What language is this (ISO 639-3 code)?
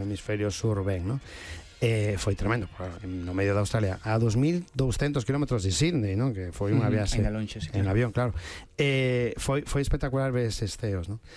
glg